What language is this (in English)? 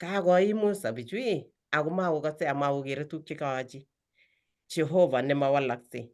Kalenjin